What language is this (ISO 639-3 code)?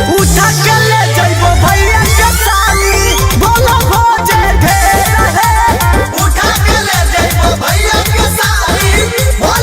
mag